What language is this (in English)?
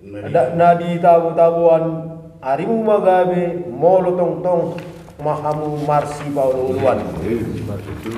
Batak Toba